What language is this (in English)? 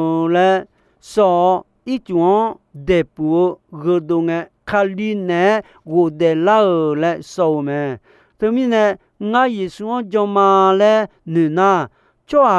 Akha